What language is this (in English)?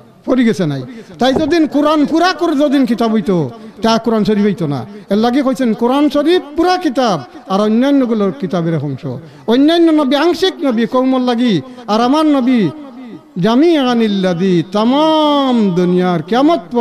Sylheti